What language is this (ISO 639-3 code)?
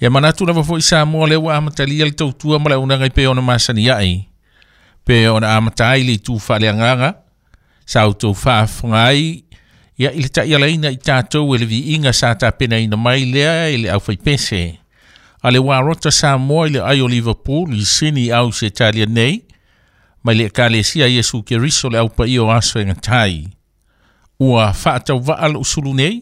smo